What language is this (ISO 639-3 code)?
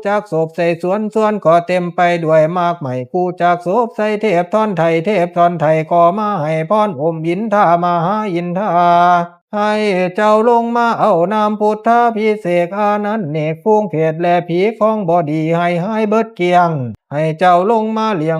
lao